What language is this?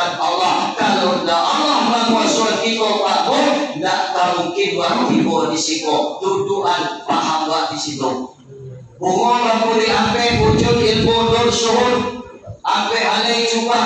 Minangkabau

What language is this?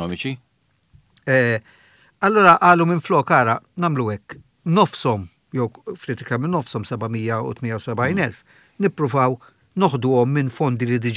Maltese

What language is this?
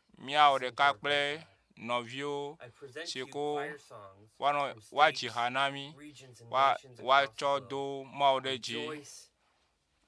Ewe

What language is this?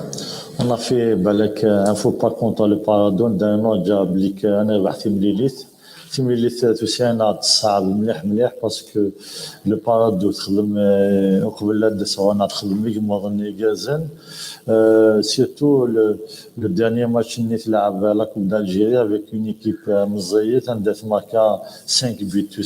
Kabyle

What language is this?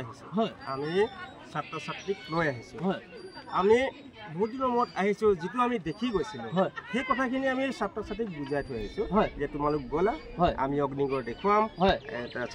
Assamese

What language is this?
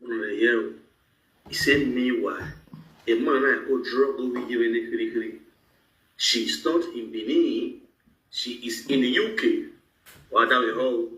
Nigerian Pidgin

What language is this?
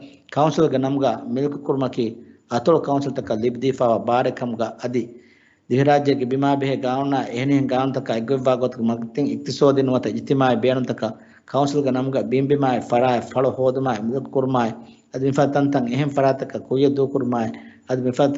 Divehi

